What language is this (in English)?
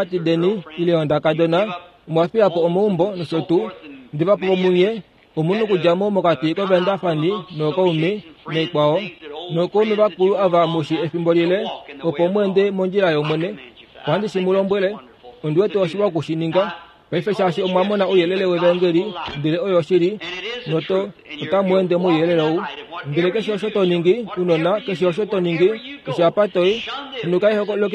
Kuanyama